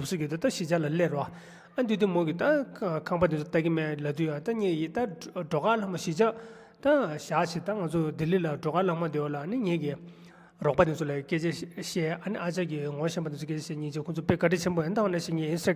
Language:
Tibetan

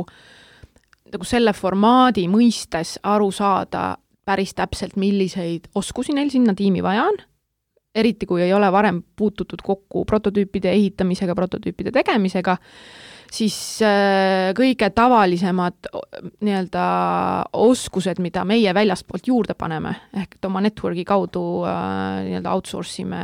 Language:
Estonian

